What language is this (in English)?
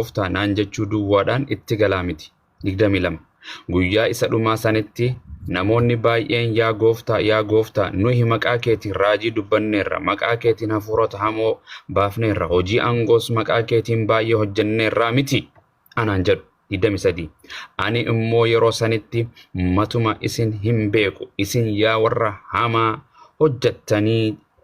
Oromo